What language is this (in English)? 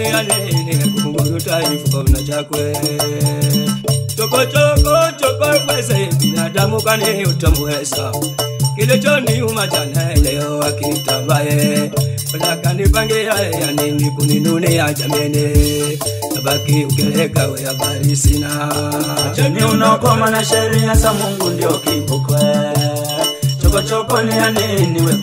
Swahili